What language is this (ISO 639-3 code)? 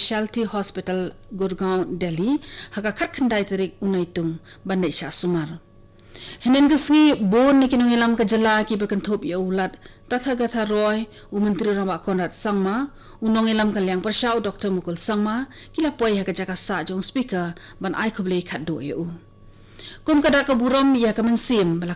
kha